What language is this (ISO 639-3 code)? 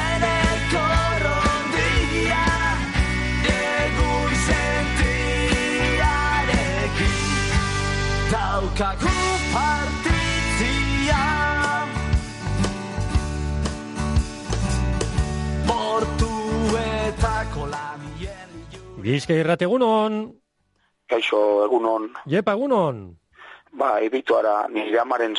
eus